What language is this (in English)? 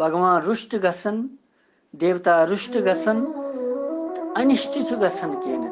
Kashmiri